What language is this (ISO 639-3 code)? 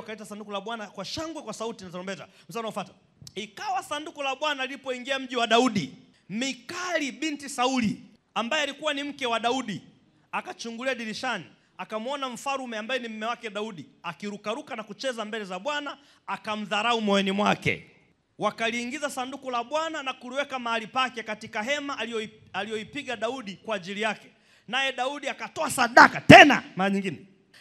swa